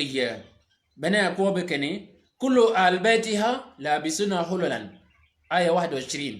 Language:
Shilluk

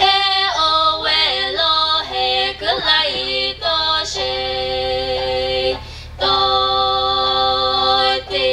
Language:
Chokri Naga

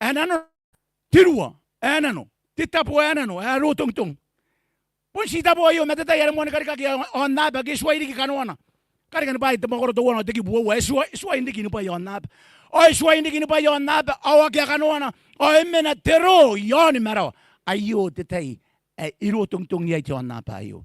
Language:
Gilbertese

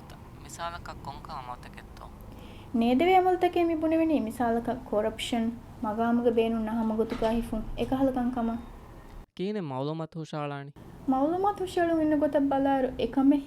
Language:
Divehi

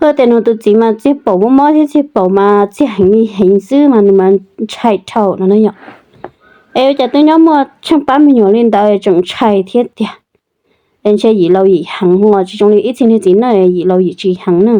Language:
Hmong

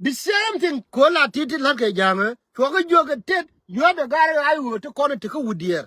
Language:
Nuer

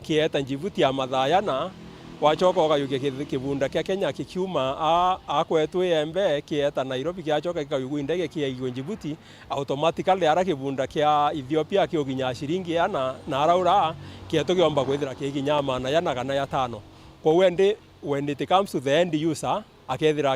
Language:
Meru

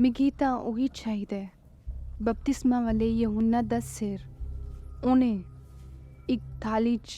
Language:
Dogri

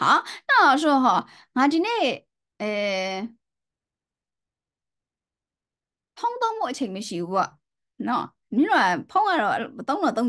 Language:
Chinese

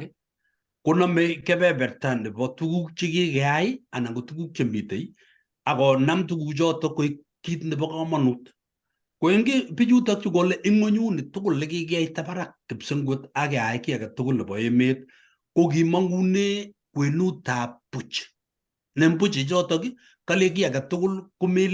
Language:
Kalenjin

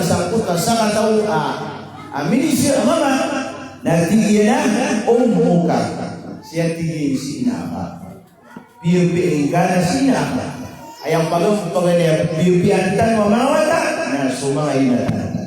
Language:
Maranao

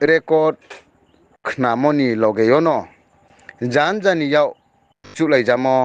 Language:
Riang (India)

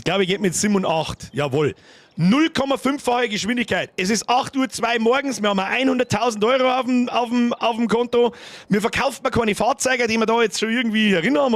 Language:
Bavarian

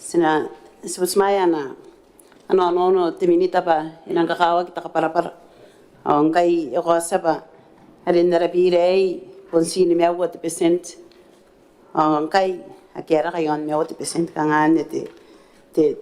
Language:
Gilbertese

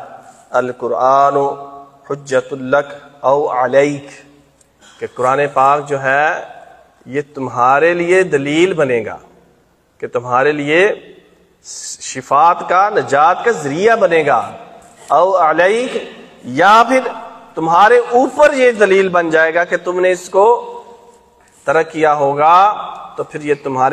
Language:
Urdu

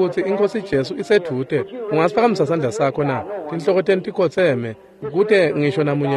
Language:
Swati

